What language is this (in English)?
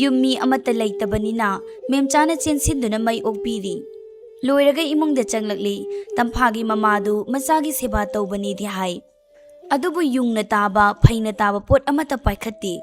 Manipuri